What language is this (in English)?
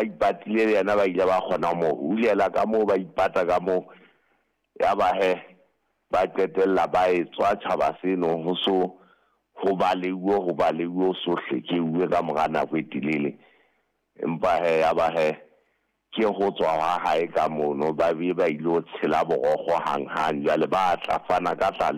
Southern Sotho